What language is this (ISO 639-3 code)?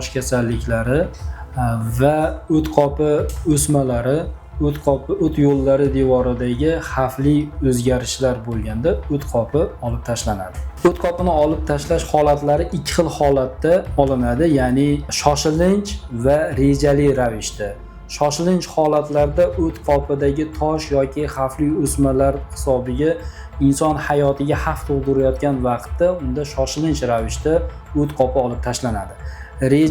uzb